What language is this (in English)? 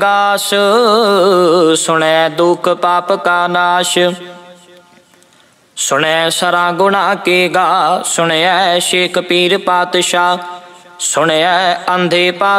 Punjabi